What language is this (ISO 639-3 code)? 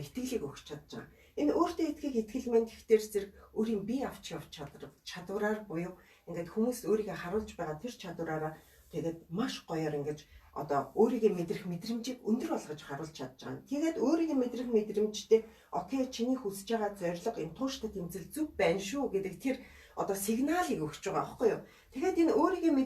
mon